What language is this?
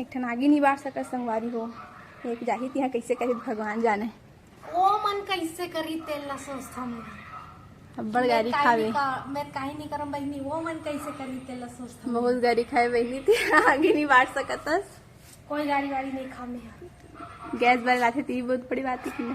Chhattisgarhi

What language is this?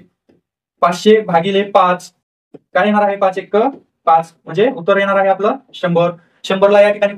Marathi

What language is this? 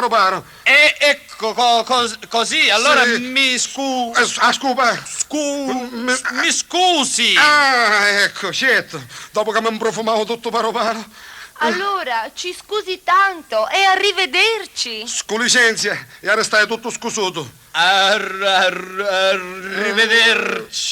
Sicilian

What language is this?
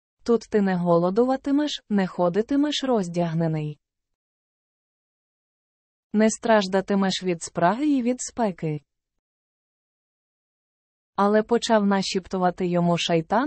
Ukrainian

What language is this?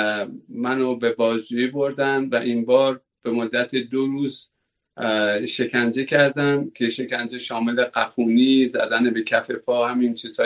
Persian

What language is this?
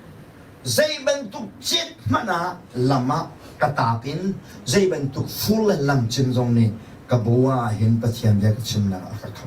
Hakha Chin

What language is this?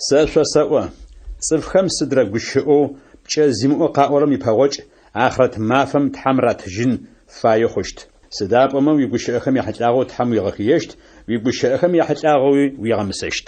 Adyghe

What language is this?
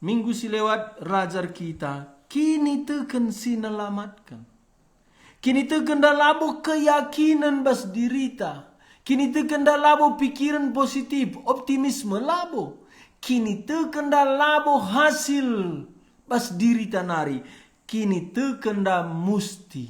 Batak Karo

